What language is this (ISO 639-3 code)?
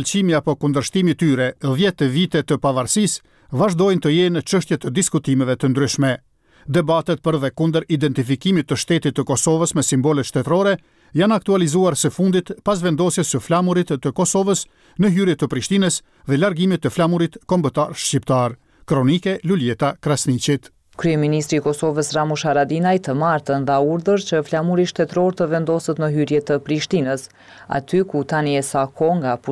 sqi